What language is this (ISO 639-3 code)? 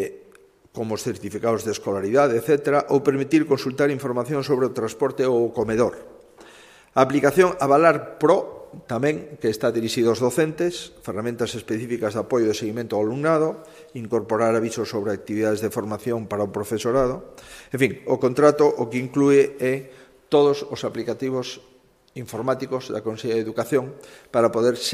glg